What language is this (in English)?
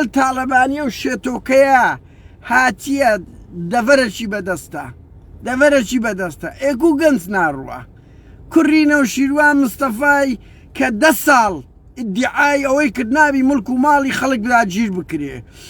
Central Kurdish